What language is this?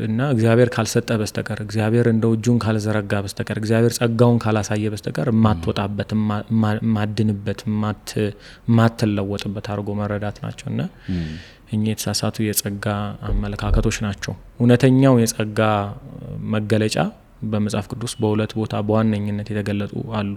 Amharic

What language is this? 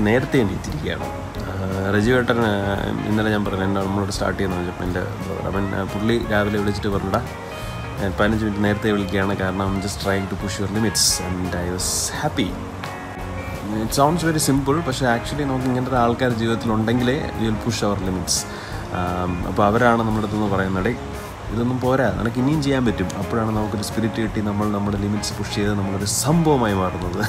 Malayalam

